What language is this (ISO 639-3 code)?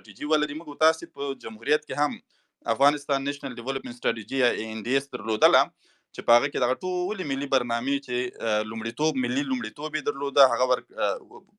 pus